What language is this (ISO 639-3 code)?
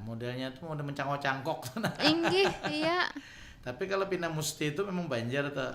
bjn